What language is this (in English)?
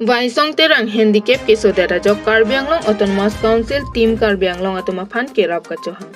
Karbi